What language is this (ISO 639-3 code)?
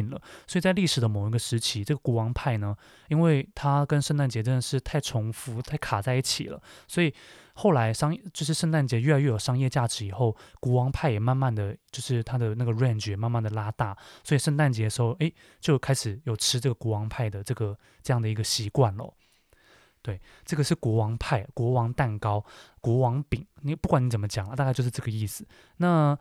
zho